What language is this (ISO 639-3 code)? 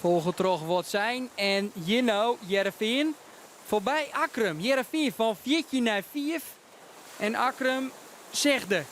fry